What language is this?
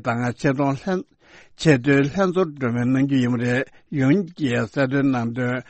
Tibetan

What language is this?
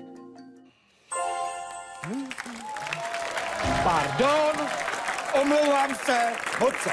Czech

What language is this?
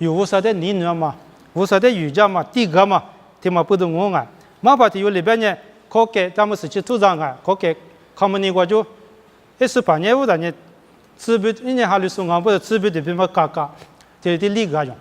Lisu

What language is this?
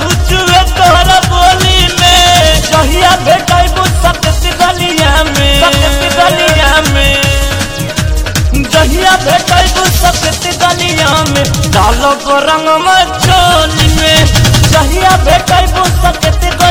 Bhojpuri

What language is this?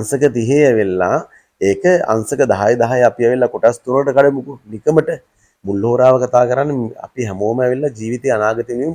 Sinhala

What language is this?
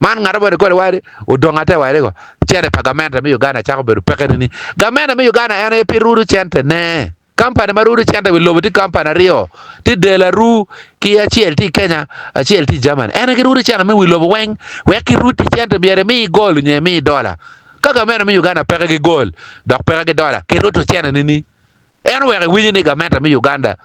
Acoli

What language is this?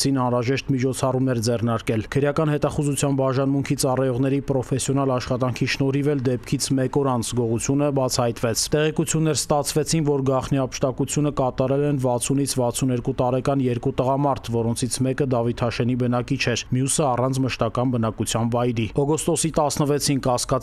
Armenian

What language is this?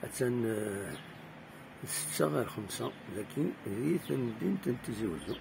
Kabyle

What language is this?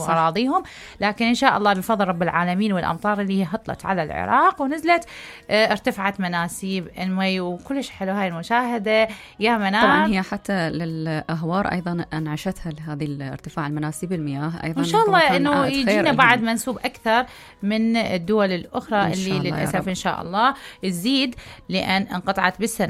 Mesopotamian Arabic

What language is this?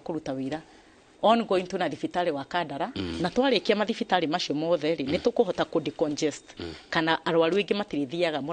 Kikuyu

